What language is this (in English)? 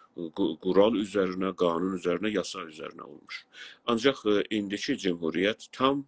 South Azerbaijani